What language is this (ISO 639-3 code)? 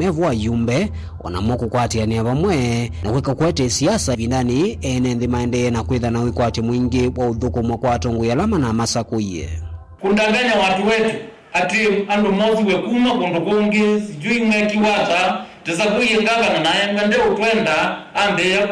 kam